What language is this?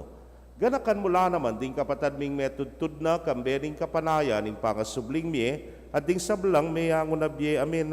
Pampanga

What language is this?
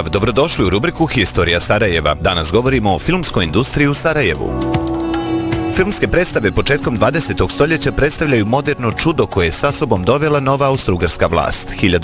Bosnian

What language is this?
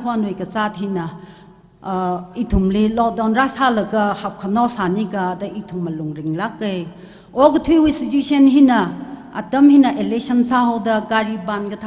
Tangkhul Naga (India)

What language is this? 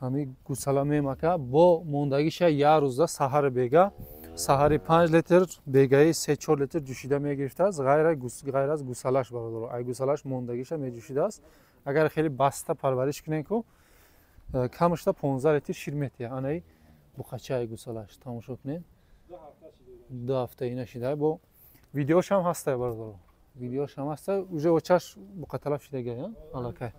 Tajik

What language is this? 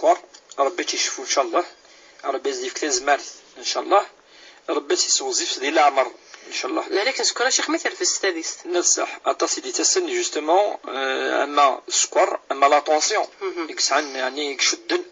Kabyle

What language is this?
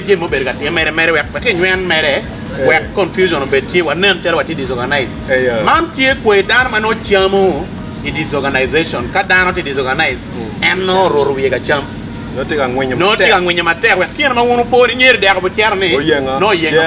Acoli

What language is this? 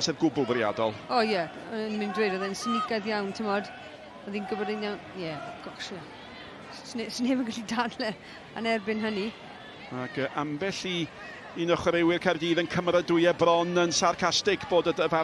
Welsh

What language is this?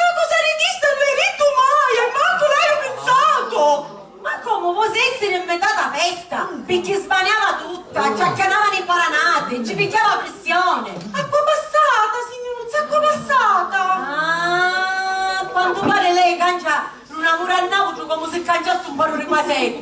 Sicilian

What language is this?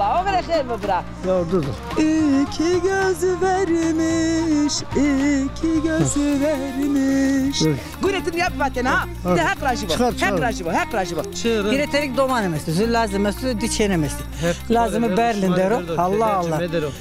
Zaza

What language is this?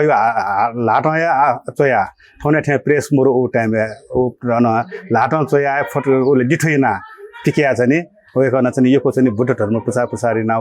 Newari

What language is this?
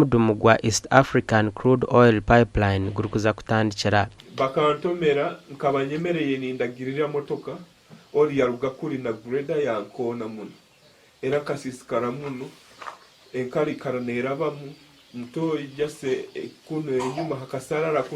Nyankole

